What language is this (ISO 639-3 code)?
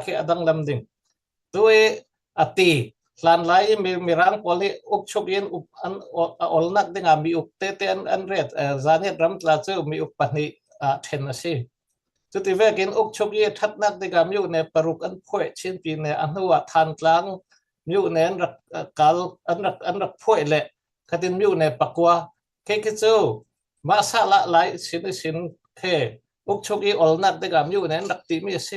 cfm